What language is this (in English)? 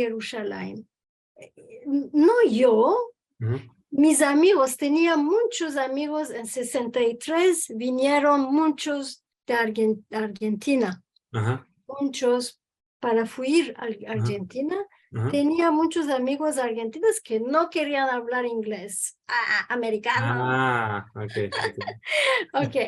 Ladino